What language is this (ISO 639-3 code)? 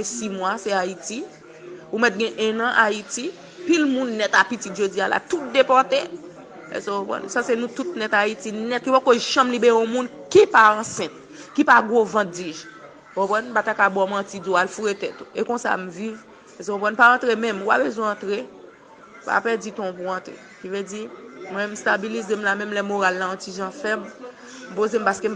hat